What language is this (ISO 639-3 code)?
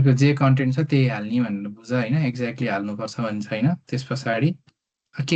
nep